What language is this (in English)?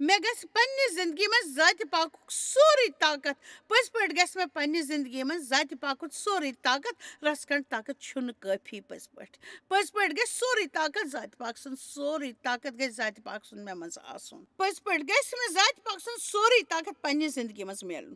Kashmiri